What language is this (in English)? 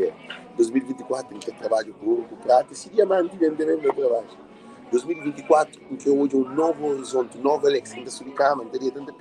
Kabuverdianu